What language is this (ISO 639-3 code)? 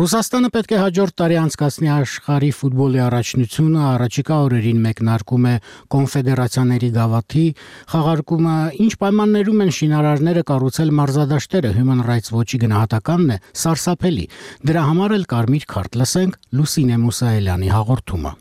hye